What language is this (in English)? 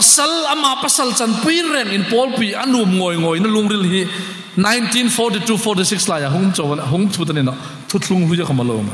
Hmar